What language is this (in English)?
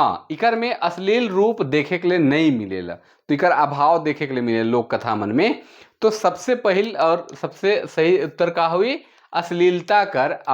Sadri